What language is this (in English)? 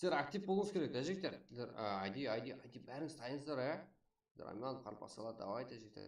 Kara-Kalpak